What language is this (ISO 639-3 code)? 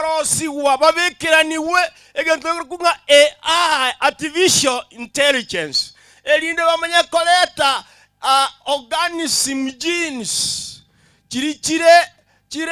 guz